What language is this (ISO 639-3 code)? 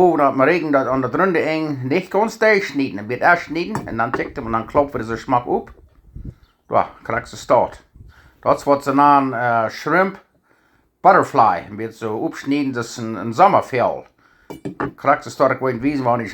pdt